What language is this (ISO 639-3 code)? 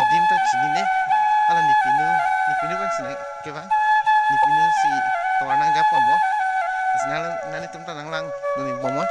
mjw